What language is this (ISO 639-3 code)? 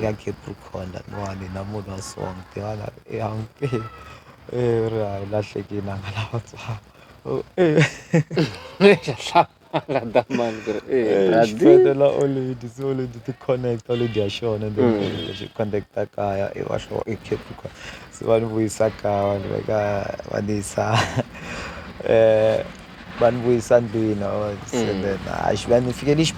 tso